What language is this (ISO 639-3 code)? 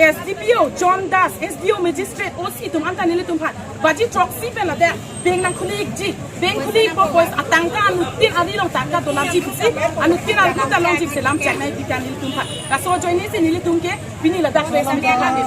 mjw